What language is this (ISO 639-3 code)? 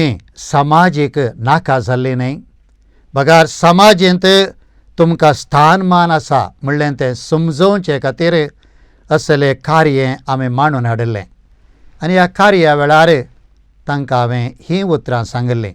kok